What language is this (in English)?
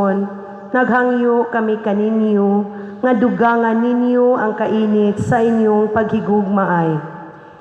Cebuano